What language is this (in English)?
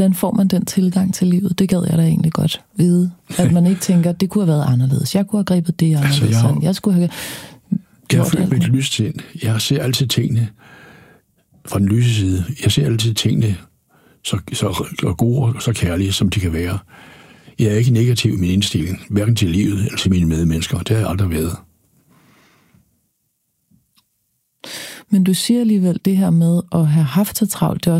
Danish